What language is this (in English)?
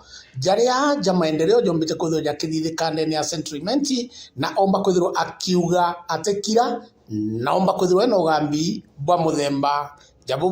Meru